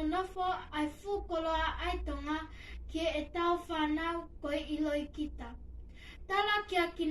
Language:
Tongan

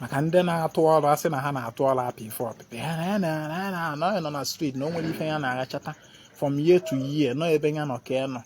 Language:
Igbo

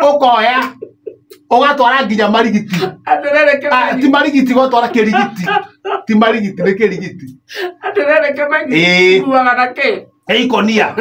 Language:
Kikuyu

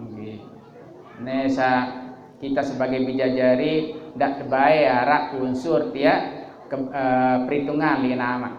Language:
Sasak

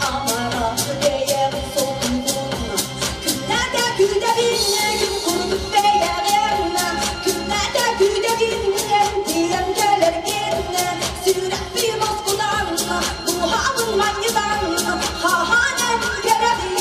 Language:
Yakut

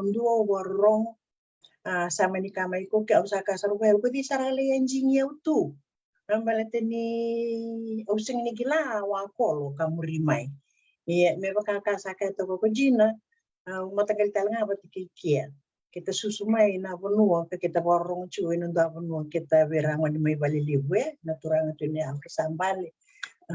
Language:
Fijian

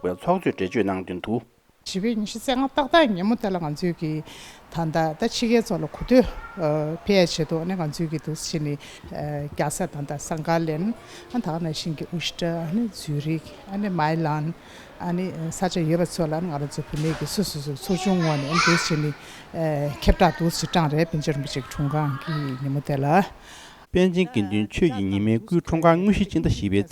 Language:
Tibetan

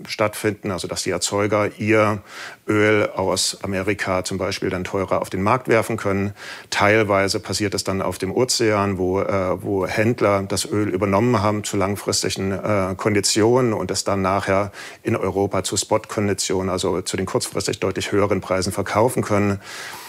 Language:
German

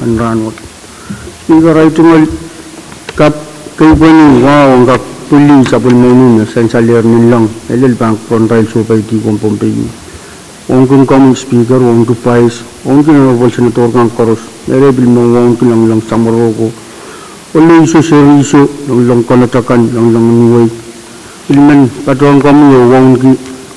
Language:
Pohnpeian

